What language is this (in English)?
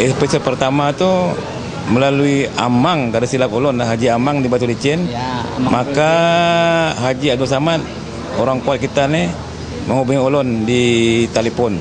Banjar